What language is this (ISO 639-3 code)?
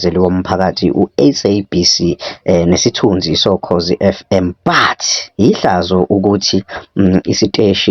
zul